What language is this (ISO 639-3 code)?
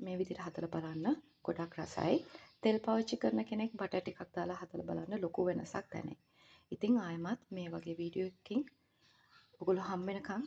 sin